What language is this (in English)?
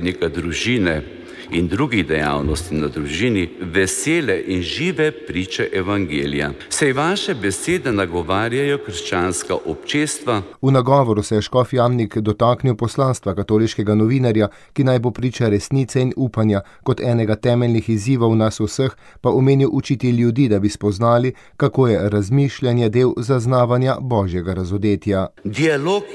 Slovenian